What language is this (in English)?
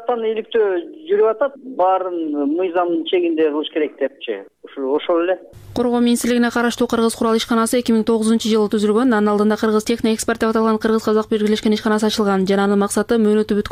Kyrgyz